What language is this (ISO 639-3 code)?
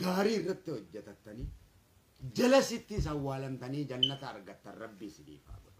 orm